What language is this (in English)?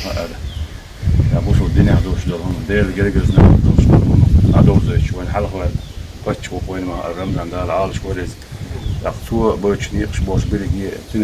Chechen